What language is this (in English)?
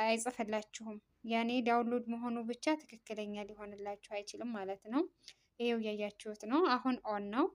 Amharic